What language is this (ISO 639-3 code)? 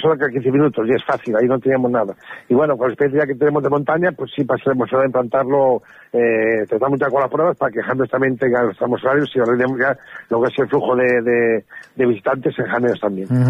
spa